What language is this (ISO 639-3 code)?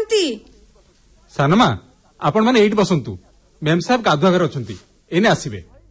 ori